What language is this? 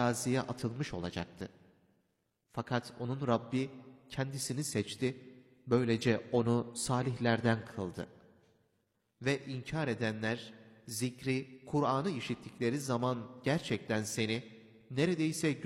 Turkish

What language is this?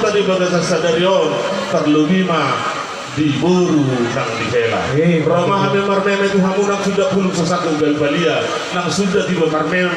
Batak Toba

